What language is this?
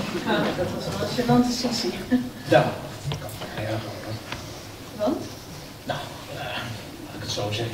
Dutch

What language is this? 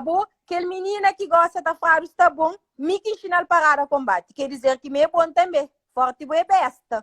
Kabuverdianu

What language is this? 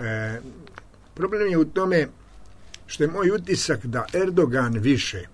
Serbian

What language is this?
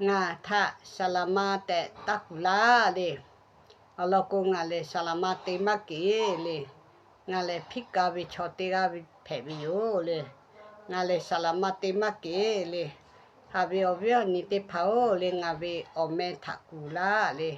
Lahu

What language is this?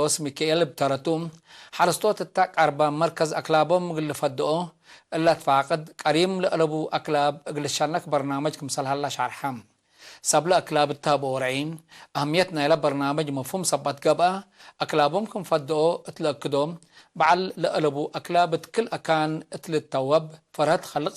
Tigre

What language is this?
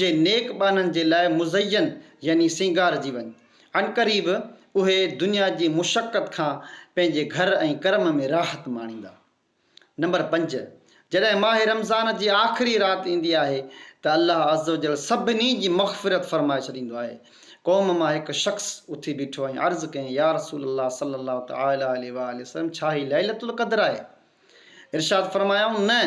Sindhi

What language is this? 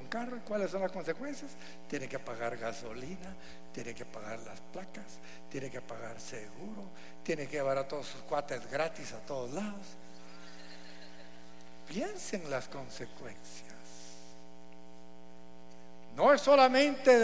Spanish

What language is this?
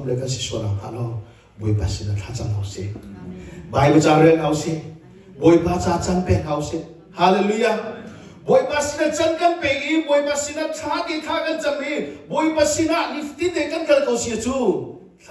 Hakha Chin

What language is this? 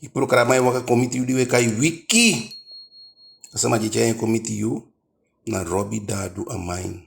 Eastern Maroon Creole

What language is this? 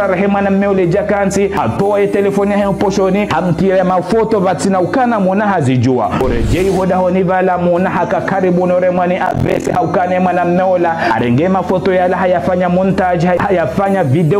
Ngazidja Comorian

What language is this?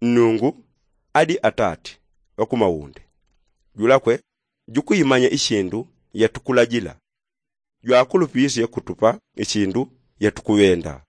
Yao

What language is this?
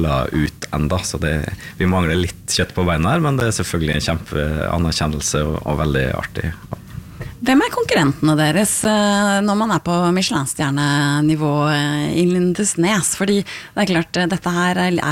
Norwegian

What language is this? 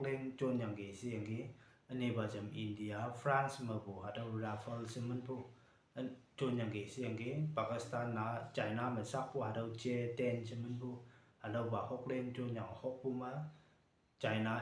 Konyak Naga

